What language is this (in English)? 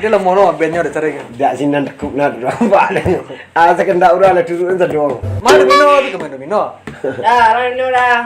Minangkabau